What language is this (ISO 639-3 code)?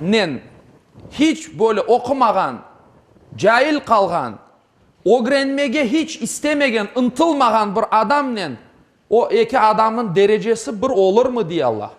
crh